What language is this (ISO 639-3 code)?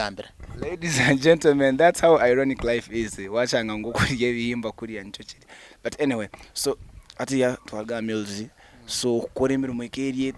nyn